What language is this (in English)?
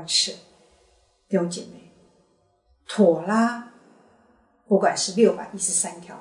Chinese